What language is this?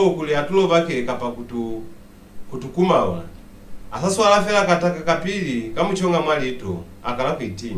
Lozi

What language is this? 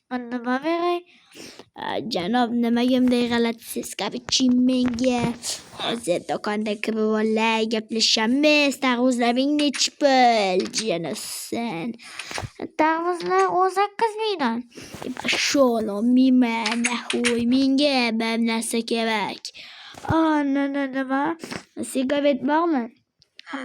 Uzbek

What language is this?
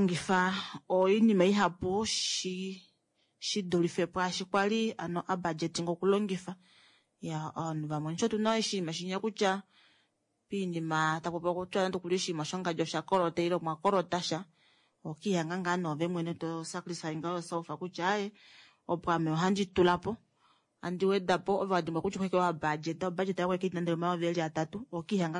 Kuanyama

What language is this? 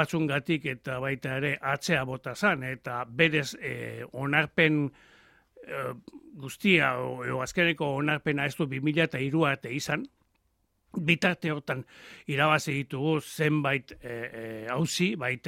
Basque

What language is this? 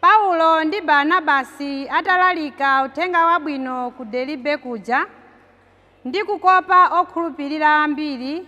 Nyanja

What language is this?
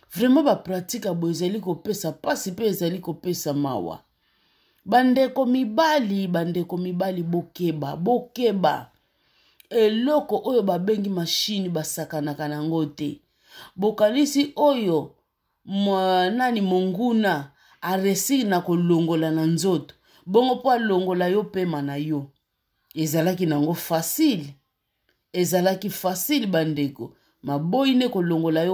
Lingala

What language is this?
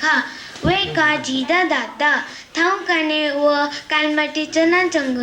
Newari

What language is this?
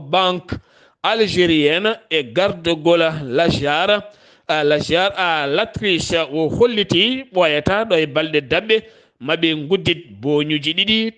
Fula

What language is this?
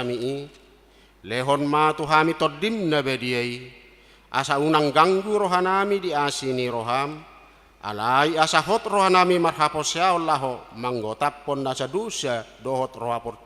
Batak Toba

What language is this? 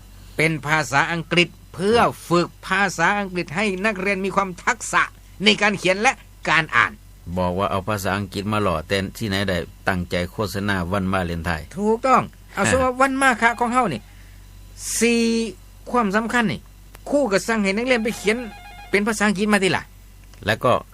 Northeastern Thai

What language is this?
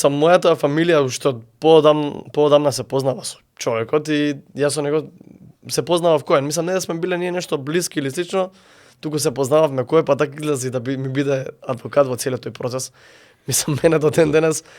Macedonian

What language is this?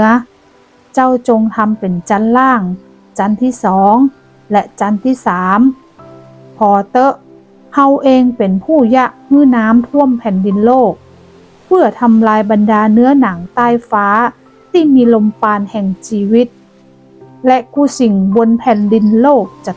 Northern Thai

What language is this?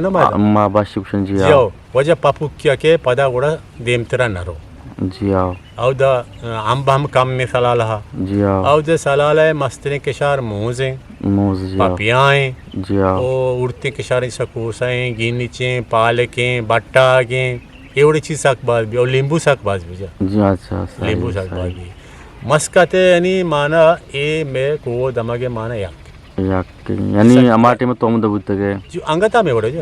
Eastern Balochi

